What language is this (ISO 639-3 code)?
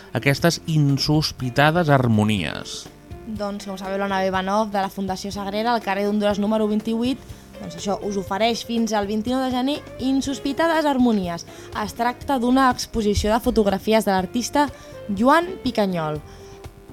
cat